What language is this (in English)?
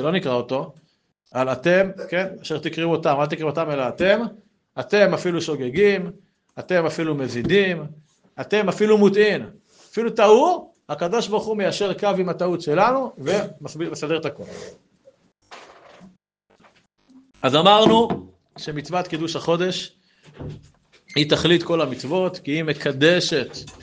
Hebrew